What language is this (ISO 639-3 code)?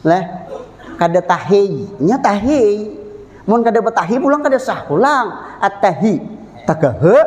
bjn